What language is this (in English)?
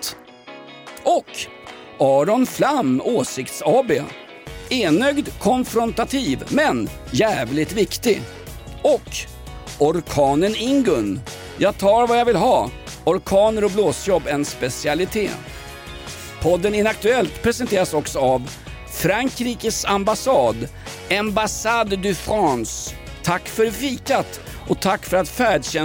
Swedish